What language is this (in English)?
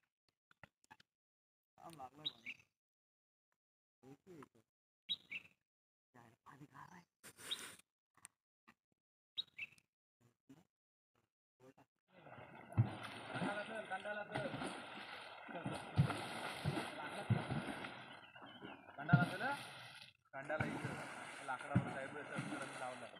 Marathi